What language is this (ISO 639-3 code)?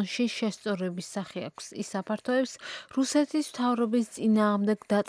kat